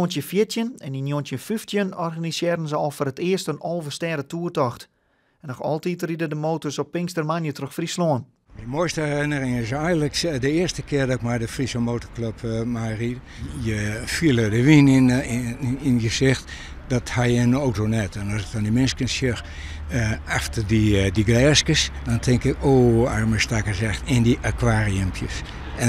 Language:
Western Frisian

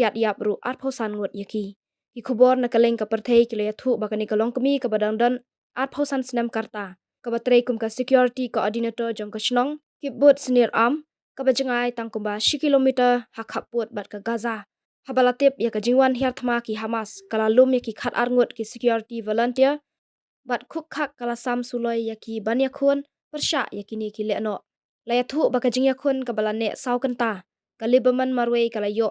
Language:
Khasi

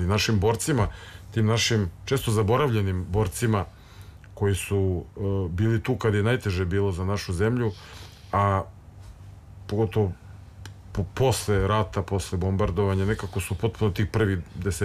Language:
Serbian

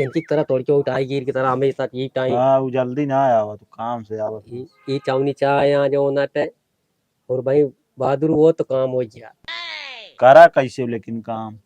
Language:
Awadhi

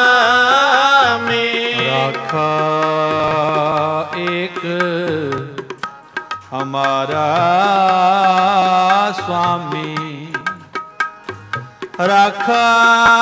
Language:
Punjabi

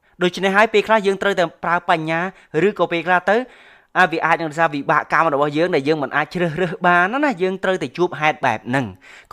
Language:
Khmer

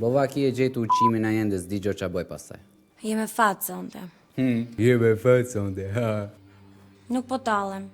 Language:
Albanian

